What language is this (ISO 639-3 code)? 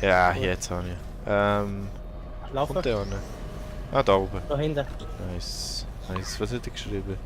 gsw